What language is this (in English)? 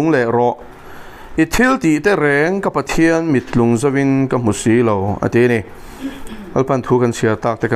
Mizo